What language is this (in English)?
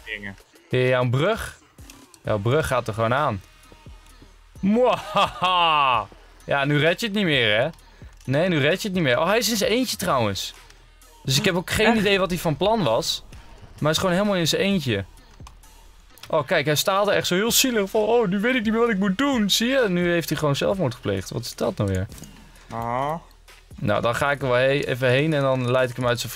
Dutch